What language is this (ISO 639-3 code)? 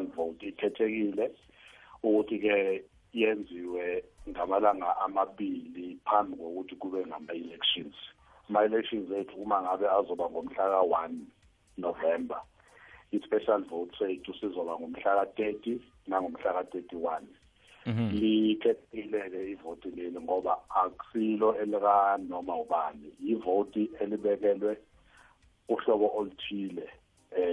nbl